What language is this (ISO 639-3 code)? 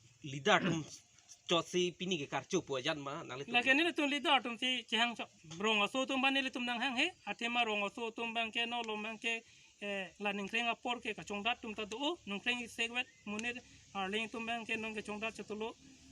mjw